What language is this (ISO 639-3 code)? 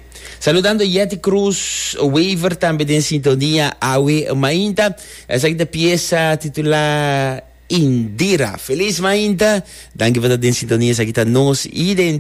pap